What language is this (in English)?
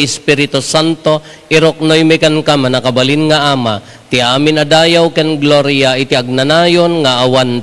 Iloko